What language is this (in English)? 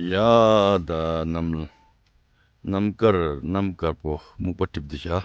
Tibetan